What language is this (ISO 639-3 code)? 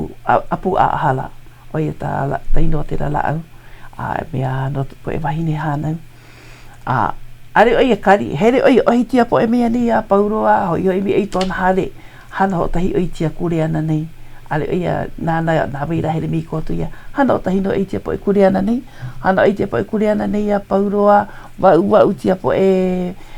haw